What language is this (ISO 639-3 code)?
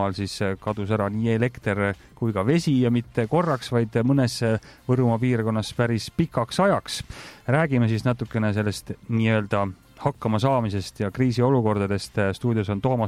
est